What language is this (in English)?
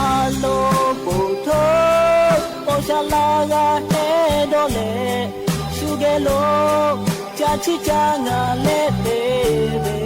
Lahu